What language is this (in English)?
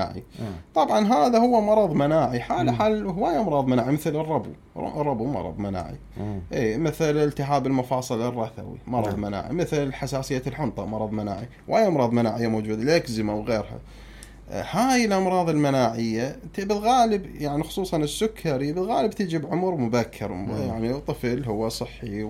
Mesopotamian Arabic